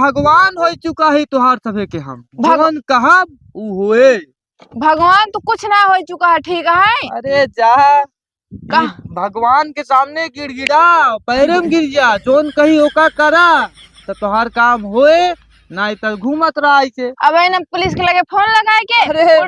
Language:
Awadhi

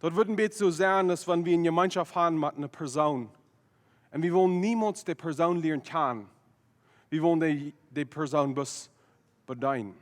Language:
Plautdietsch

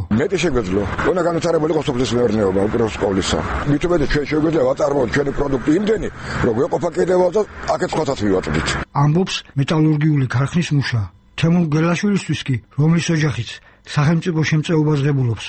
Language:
Georgian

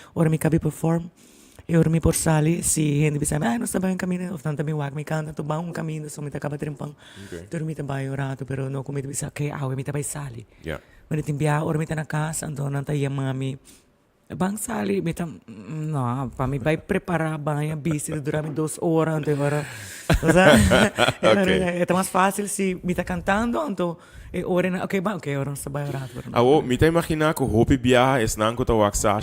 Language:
Papiamento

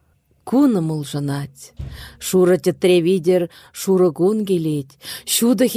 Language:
Chuvash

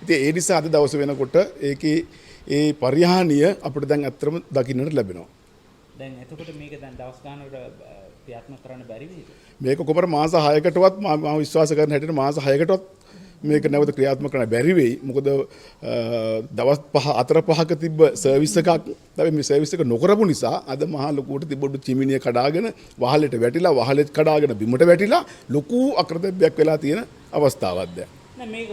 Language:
Sinhala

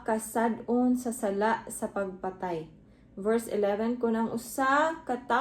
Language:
Cebuano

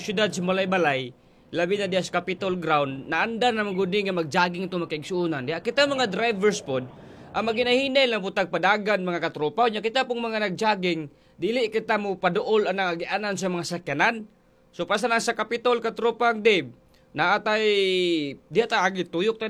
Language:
Cebuano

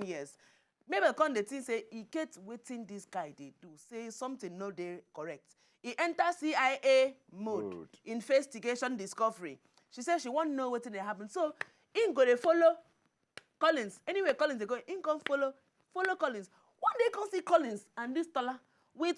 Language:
Nigerian Pidgin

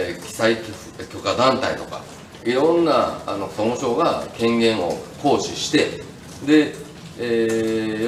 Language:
Japanese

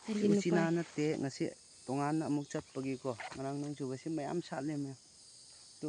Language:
Manipuri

